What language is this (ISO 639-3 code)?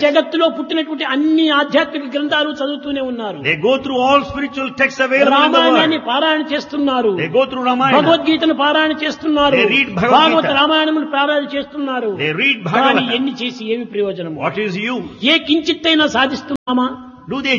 tel